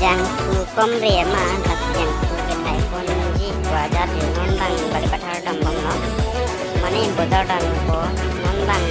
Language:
Karbi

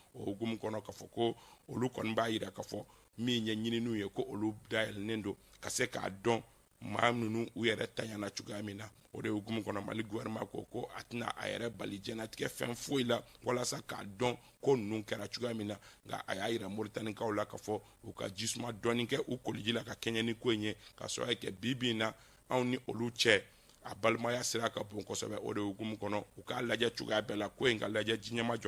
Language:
Bambara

